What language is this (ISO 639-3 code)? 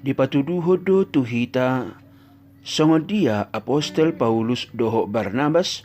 bbc